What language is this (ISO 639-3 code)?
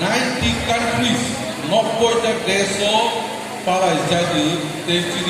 trp